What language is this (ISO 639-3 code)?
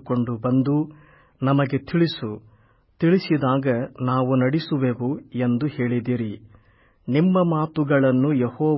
kan